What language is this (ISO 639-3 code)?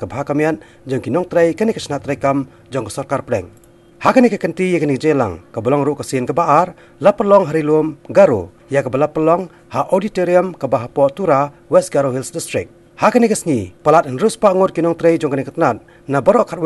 kha